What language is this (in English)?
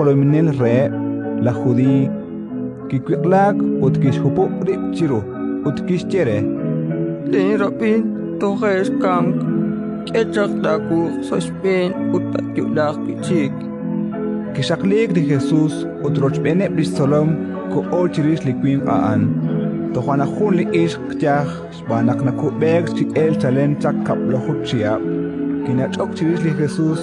Kekchí